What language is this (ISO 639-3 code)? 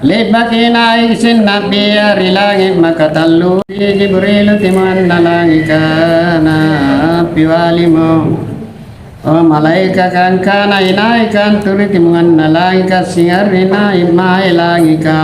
mak